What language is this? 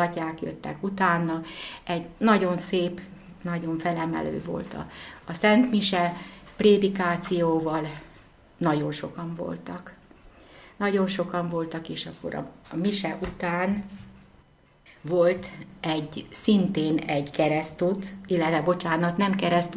Hungarian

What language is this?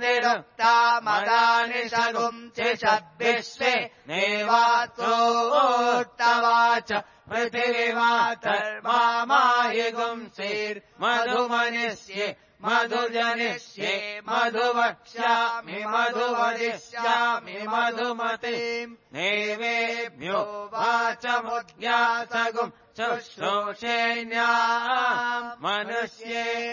Sanskrit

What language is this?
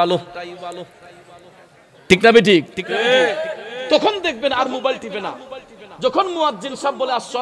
Bangla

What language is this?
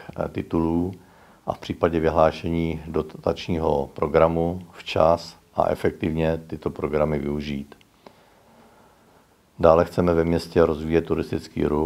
Czech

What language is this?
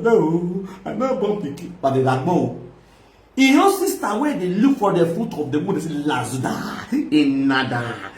Nigerian Pidgin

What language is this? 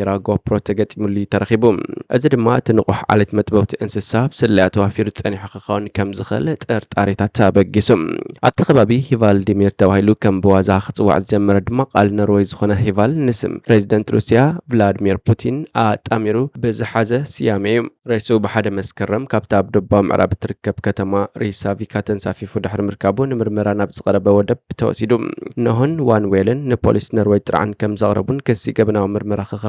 Tigrinya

